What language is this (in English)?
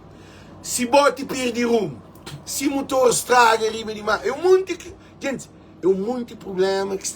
Kabuverdianu